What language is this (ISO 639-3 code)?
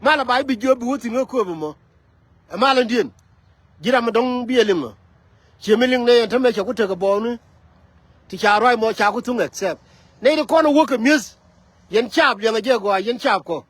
nus